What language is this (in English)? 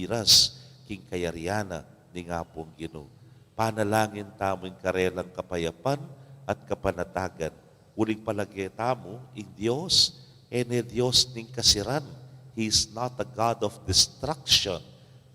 Pampanga